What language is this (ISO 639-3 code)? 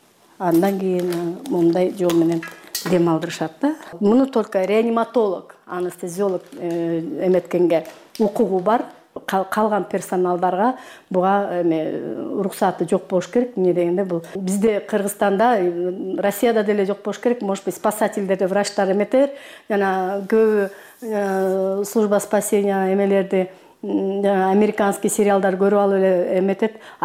kir